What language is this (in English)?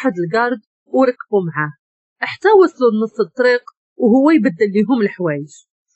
Moroccan Arabic